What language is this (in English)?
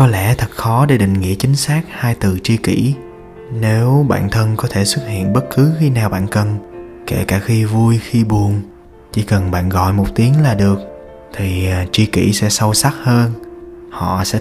Vietnamese